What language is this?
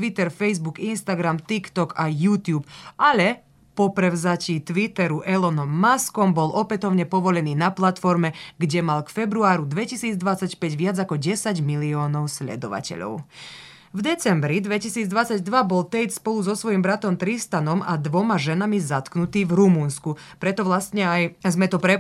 Slovak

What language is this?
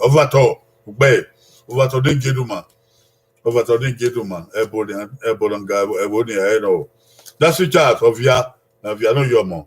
Bini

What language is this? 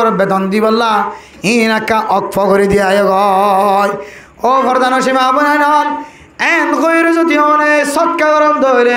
Rohingya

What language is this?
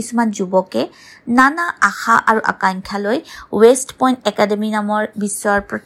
Assamese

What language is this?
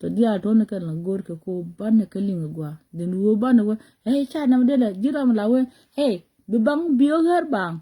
Nuer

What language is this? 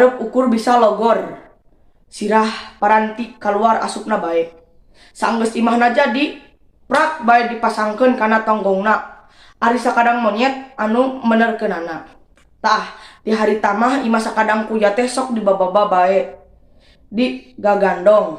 Sundanese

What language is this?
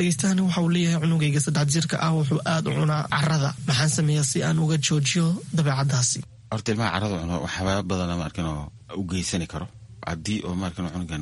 Somali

